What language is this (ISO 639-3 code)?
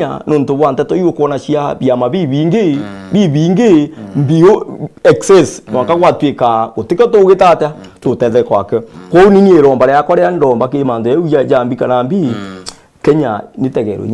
mer